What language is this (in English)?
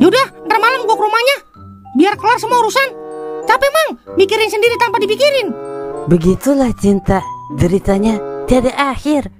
Betawi